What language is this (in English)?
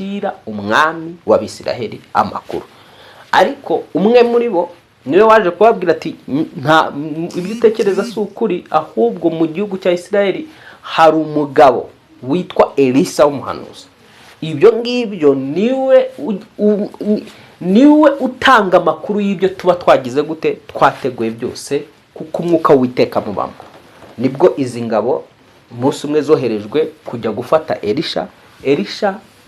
Kinyarwanda